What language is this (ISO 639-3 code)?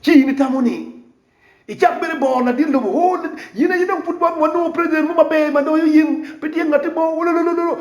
ach